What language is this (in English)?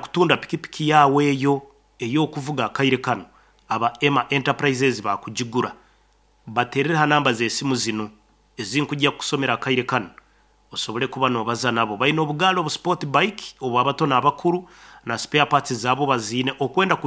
Nyoro